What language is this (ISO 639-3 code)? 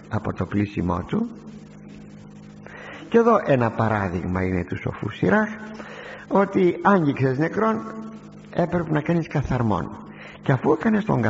ell